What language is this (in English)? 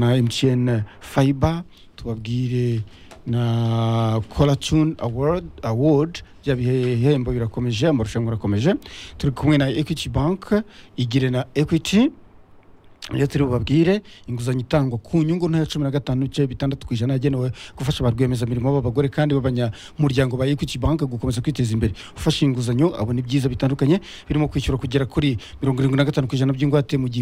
Kinyarwanda